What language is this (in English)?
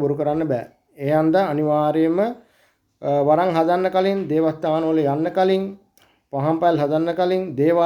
Sinhala